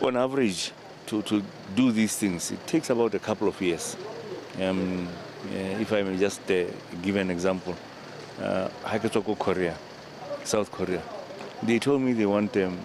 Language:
Tswana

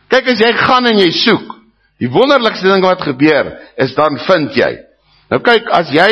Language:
Afrikaans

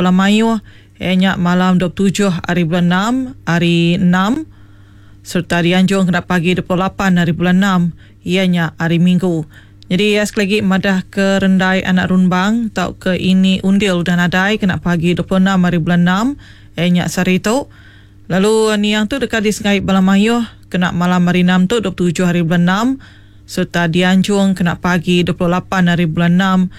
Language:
Iban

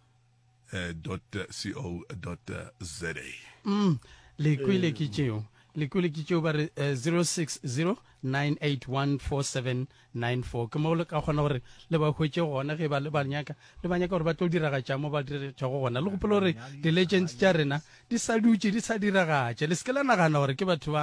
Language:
Northern Sotho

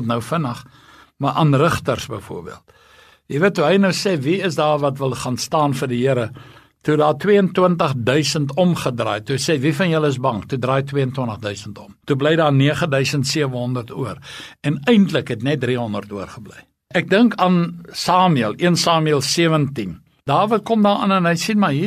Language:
Afrikaans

